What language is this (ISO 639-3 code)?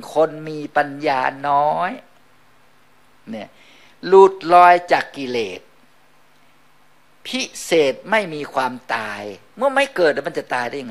tha